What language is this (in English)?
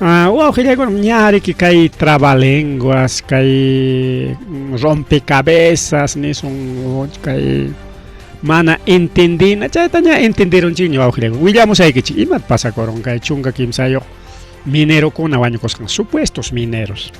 Ayacucho Quechua